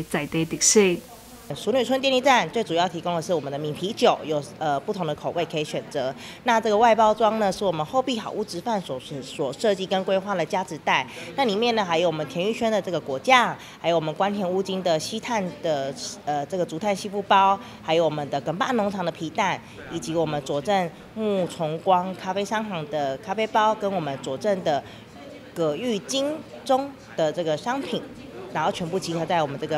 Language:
Chinese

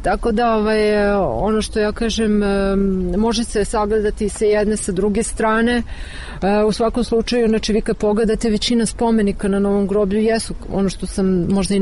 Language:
Serbian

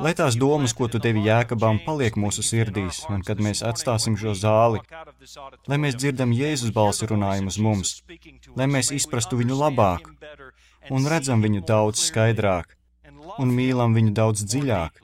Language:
Latvian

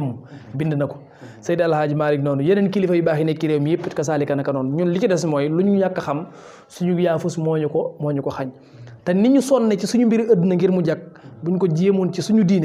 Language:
Wolof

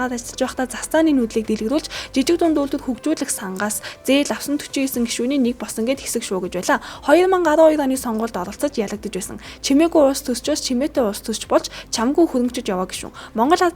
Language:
Mongolian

